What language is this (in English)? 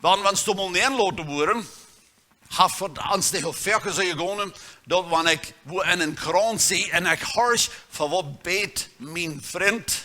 Plautdietsch